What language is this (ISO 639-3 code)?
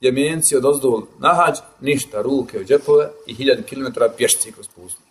bos